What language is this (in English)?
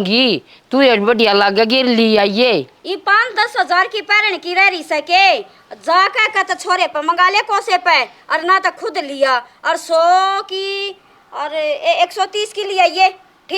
Haryanvi